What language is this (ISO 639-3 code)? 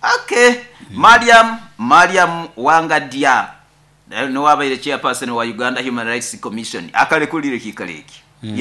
nyo